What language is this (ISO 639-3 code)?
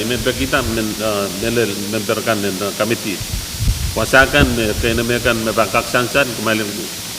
pon